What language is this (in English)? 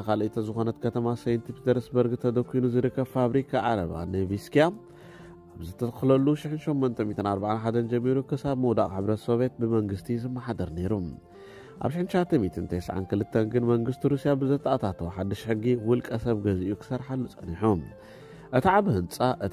Tigrinya